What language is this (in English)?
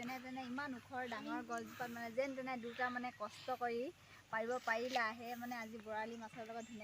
Assamese